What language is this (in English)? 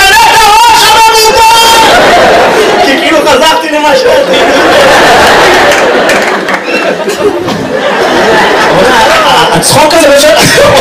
Hebrew